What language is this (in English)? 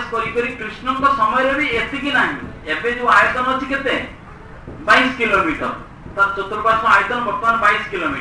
Odia